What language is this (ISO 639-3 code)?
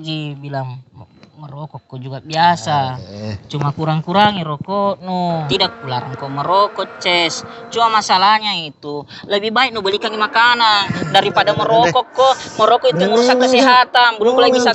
mfp